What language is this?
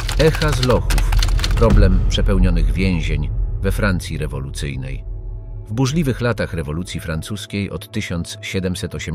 Polish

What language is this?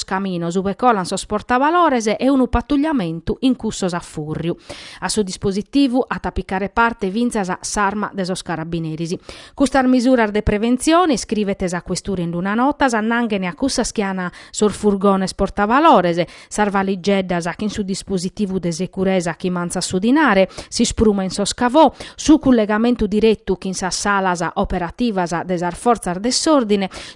Sardinian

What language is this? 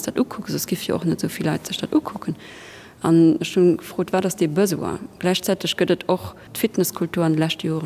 Luxembourgish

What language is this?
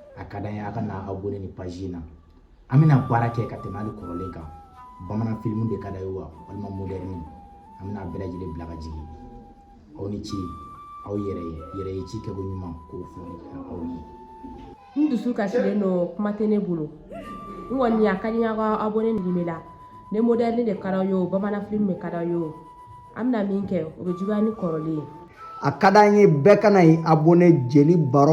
Bambara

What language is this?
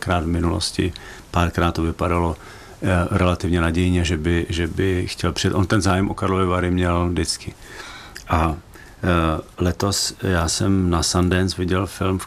Czech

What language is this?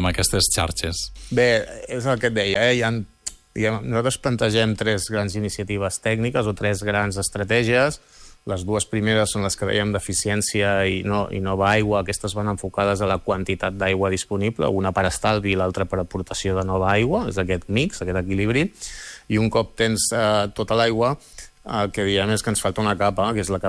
Catalan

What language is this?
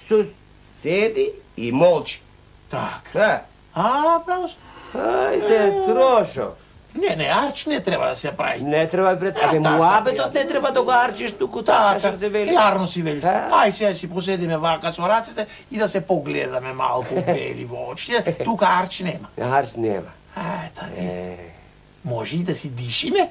Macedonian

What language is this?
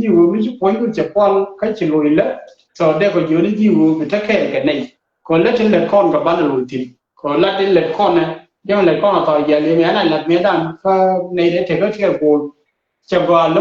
Nuer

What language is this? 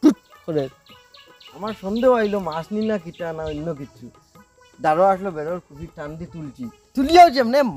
Sylheti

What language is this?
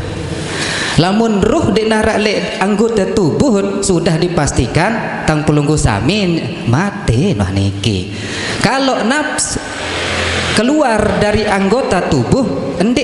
Sasak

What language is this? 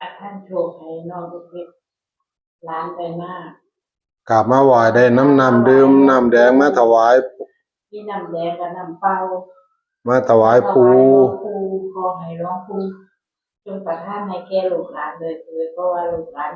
Northeastern Thai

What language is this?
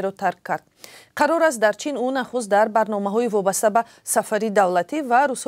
Tajik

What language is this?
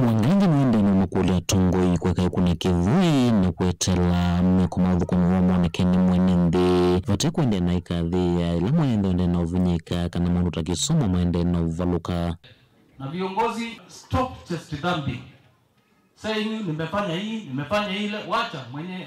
Kamba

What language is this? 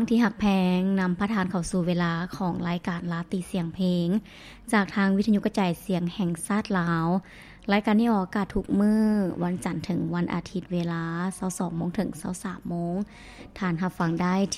Lao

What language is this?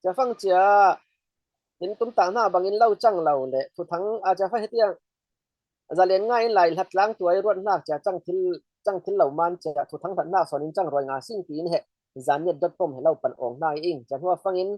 Falam Chin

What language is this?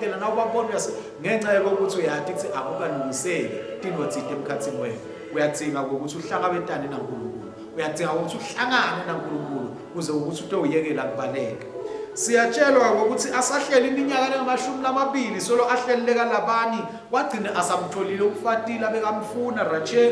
Swati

